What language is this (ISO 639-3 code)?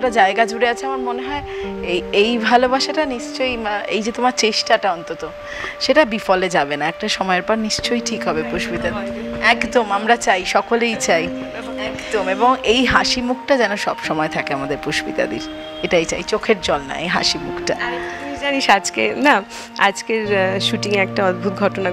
ben